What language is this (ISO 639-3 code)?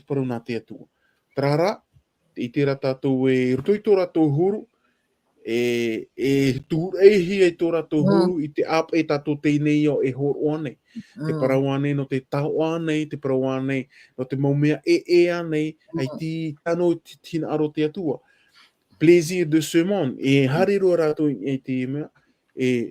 tah